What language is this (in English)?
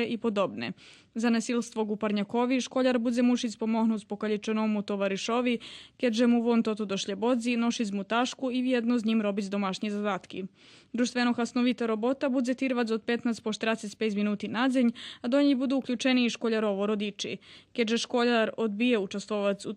Rusyn